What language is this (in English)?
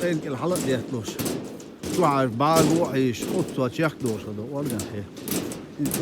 Chechen